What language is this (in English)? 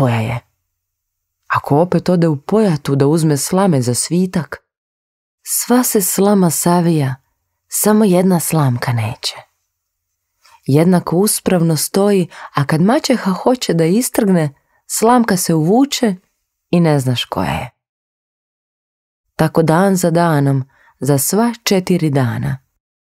Croatian